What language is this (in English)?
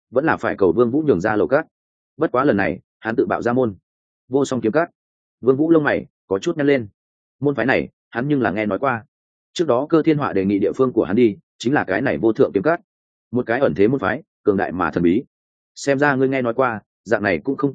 Vietnamese